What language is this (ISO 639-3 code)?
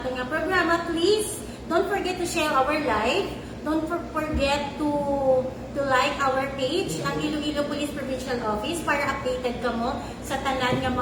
hil